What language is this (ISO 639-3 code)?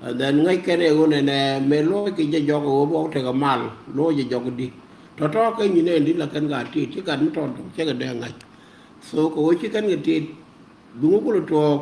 nus